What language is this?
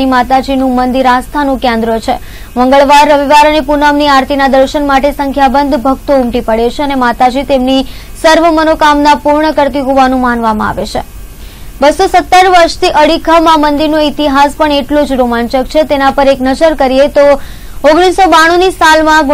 Gujarati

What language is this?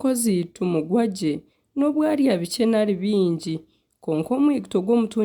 Nyankole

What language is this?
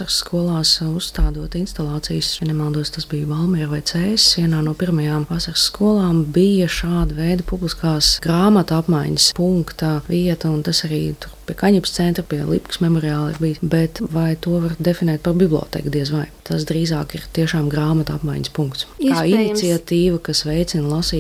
Latvian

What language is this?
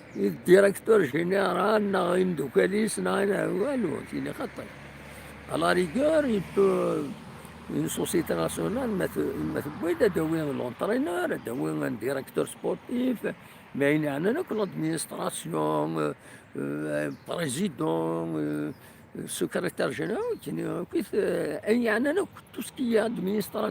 Kabyle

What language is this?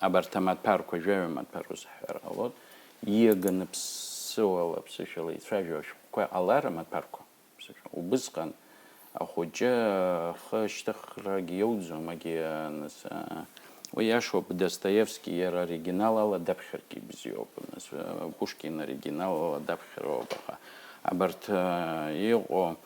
Abkhazian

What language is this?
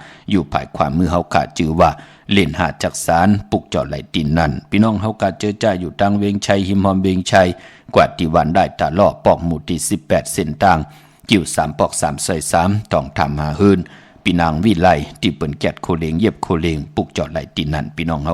Shan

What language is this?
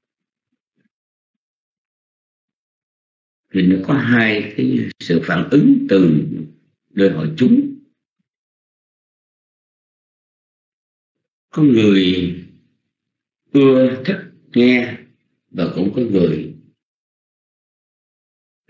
Vietnamese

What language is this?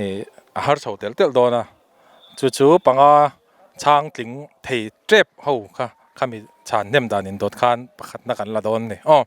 Mizo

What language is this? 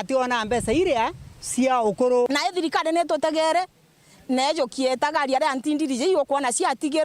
Meru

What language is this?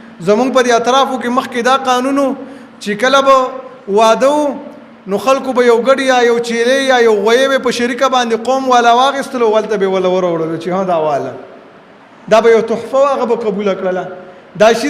Pashto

